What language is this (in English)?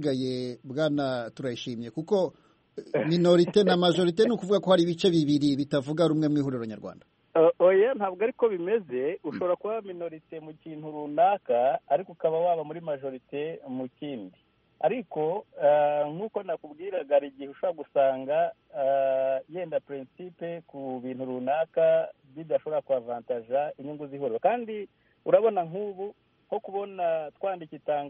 Kinyarwanda